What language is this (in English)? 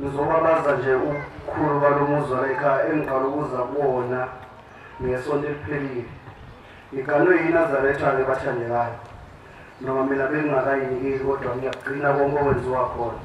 Zulu